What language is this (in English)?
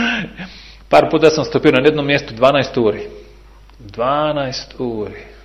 Bosnian